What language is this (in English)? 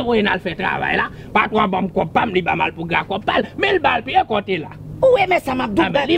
Haitian Creole